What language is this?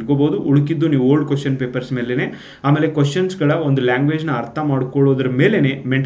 Kannada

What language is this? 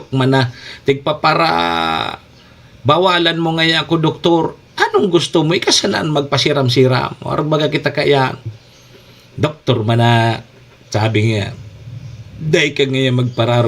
Bikol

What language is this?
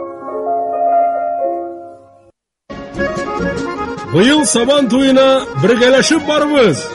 Tatar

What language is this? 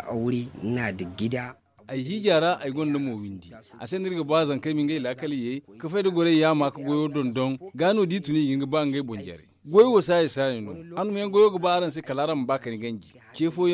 Zarma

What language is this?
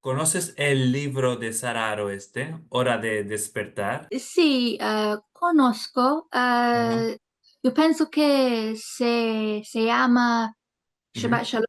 Ladino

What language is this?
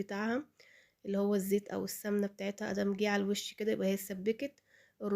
Egyptian Arabic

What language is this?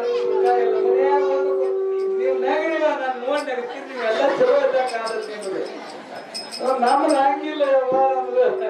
Kannada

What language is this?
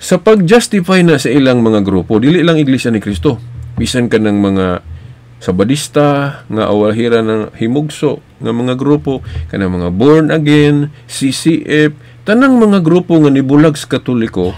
Cebuano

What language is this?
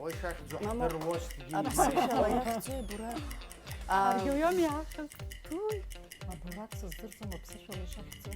Abkhazian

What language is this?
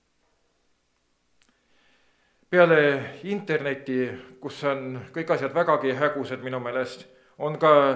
Estonian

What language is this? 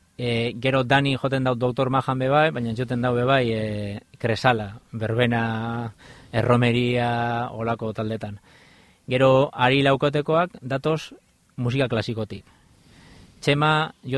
Basque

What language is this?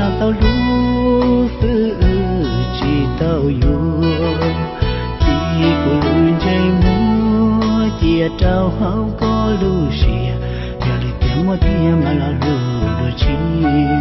Hmong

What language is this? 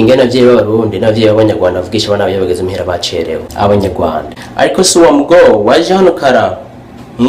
Rundi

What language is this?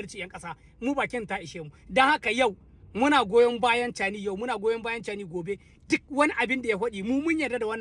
Hausa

